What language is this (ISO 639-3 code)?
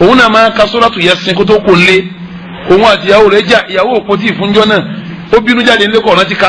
yor